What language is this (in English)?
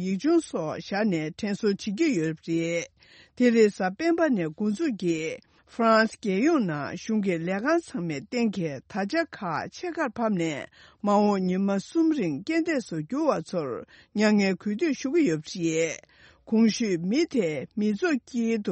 Tibetan